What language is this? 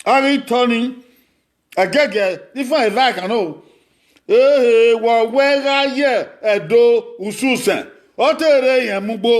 Bini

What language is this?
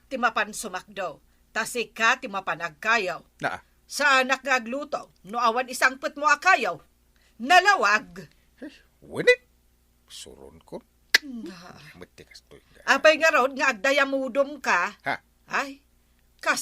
Iloko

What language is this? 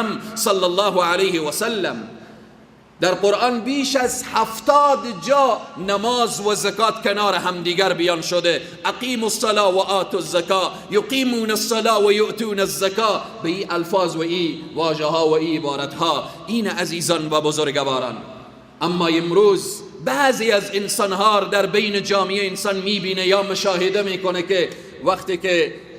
Persian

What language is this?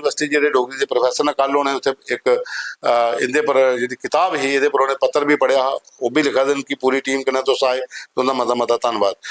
Dogri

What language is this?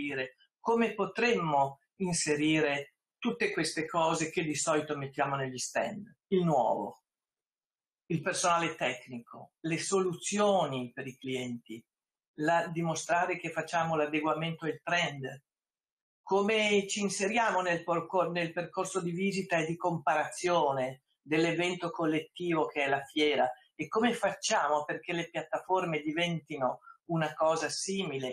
Italian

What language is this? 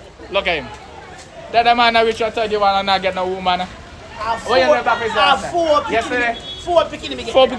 Jamaican Creole English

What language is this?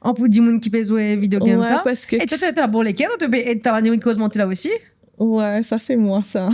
Morisyen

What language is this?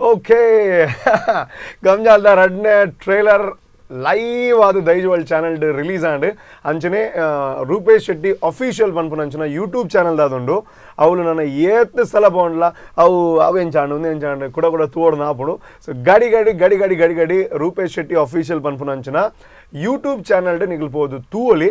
Tulu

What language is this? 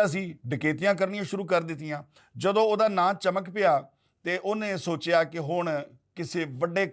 Western Panjabi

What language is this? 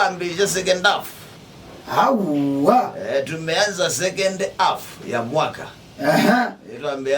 Kamba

